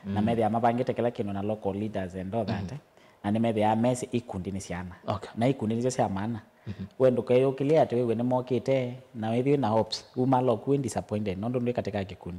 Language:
Kamba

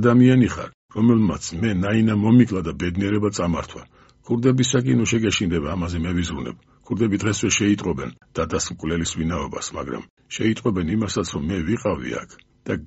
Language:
Georgian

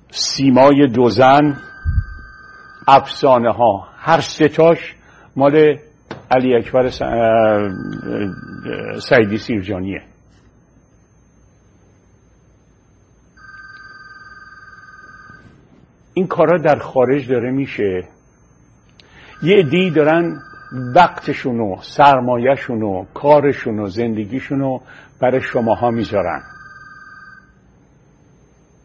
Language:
Persian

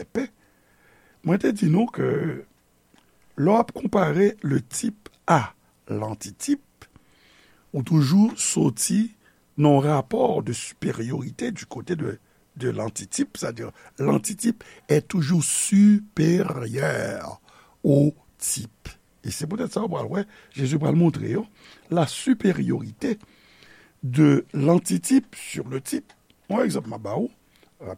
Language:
Haitian Creole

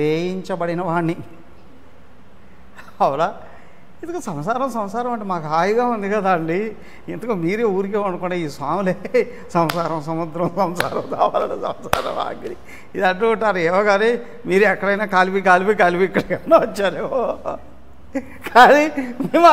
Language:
Telugu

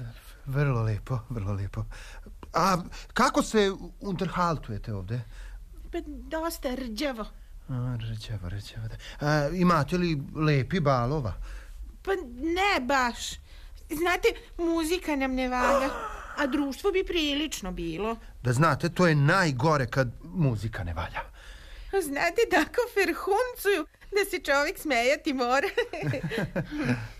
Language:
Serbian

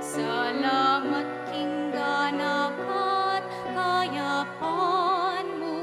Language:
Pampanga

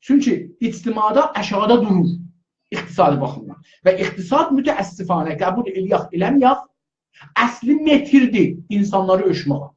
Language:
South Azerbaijani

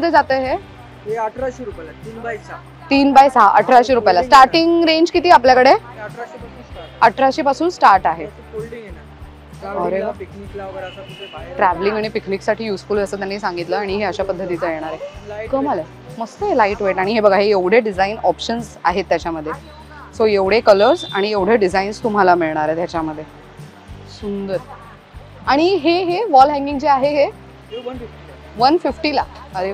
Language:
Marathi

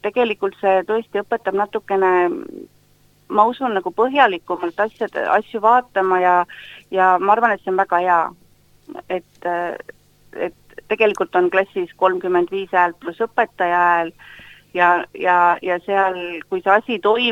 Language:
Estonian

